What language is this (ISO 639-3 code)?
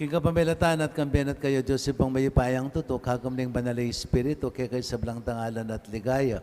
pam